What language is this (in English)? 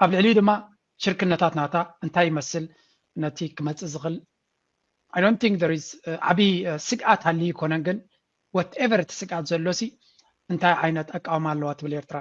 Tigrinya